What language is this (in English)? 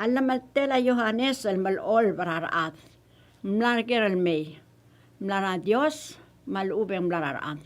Palauan